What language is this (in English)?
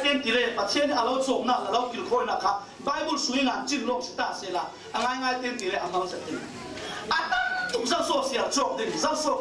Falam Chin